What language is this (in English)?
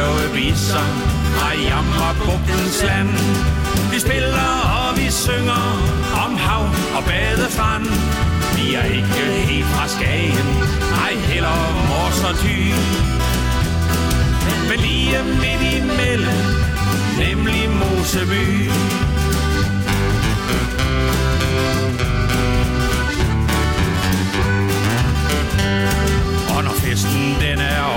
Danish